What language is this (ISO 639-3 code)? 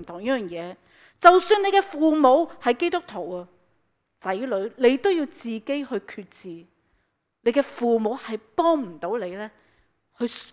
yue